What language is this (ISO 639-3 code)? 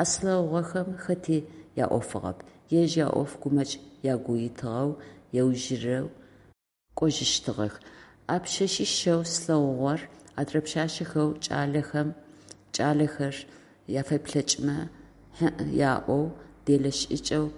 ady